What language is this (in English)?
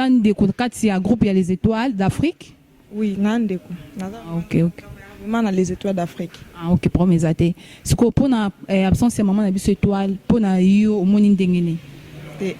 Lingala